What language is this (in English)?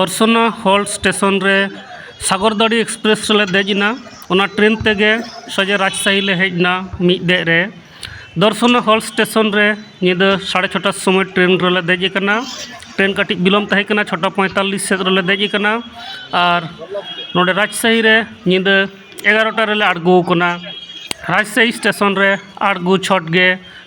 Santali